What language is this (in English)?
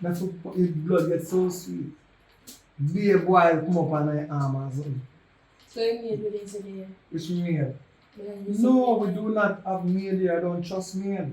Jamaican Creole English